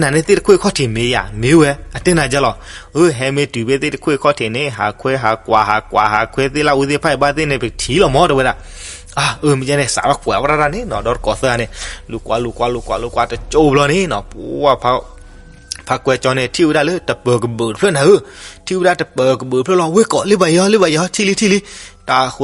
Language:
S'gaw Karen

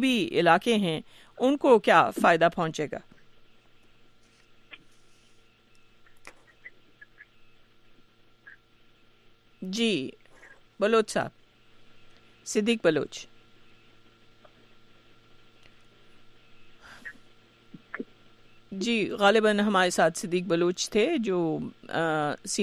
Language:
Urdu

